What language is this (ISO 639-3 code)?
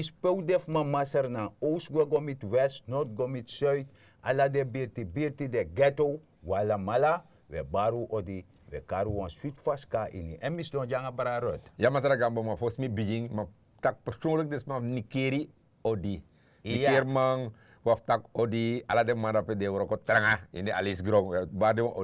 srn